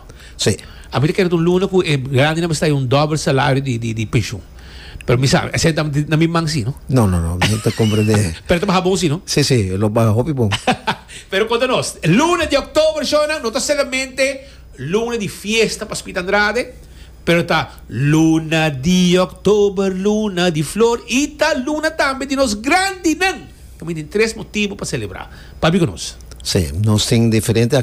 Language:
Papiamento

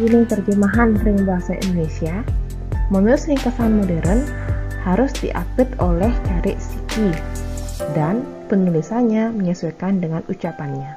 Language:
Balinese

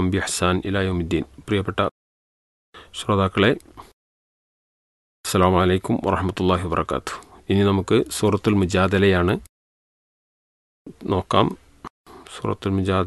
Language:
Malayalam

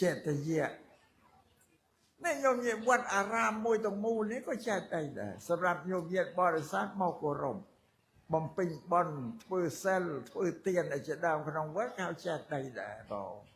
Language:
Khmer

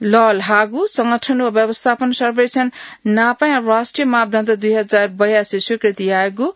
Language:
Newari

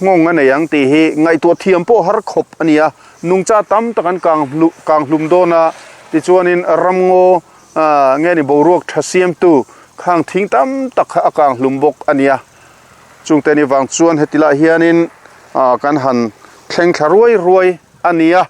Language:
Mizo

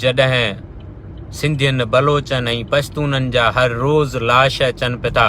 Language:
Sindhi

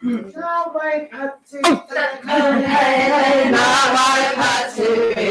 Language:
Māori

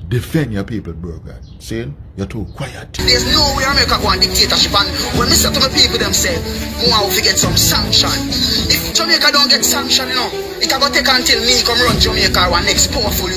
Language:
Jamaican Creole English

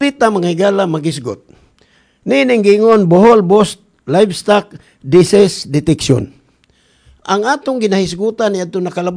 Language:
Cebuano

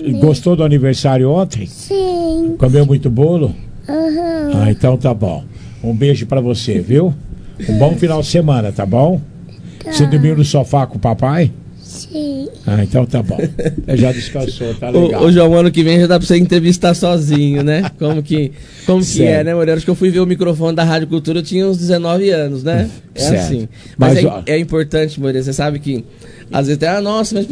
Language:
Portuguese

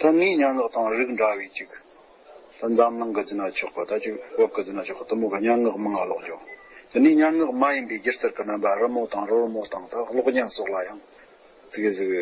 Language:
Tibetan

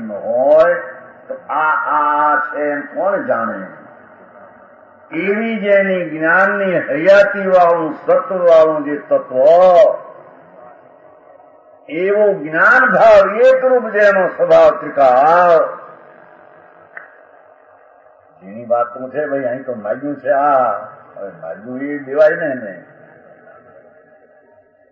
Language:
Gujarati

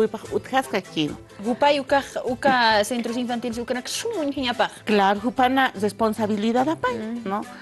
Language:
Aymara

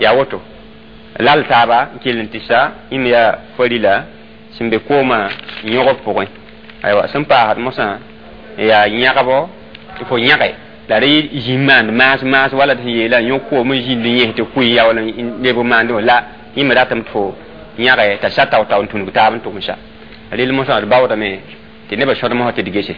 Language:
Mossi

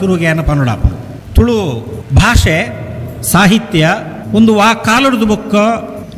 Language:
Tulu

